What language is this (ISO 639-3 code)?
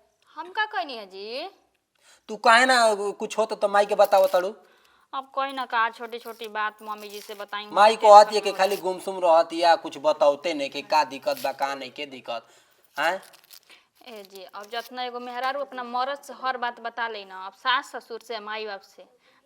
bho